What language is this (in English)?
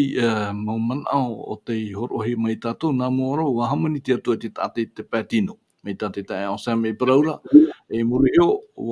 Tahitian